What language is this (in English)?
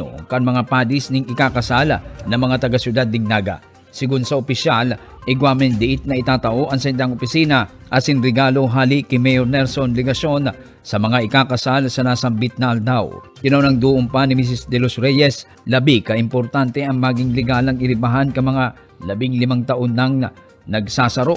Bikol